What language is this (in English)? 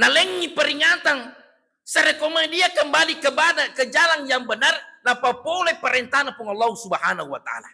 Buginese